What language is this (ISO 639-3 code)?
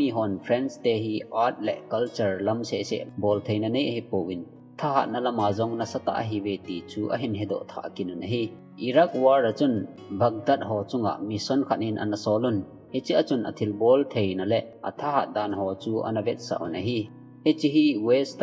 tcz